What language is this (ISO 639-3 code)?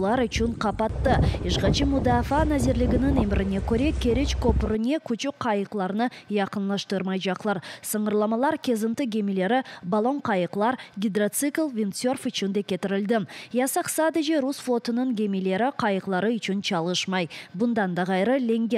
crh